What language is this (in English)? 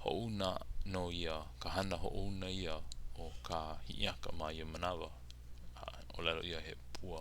Hawaiian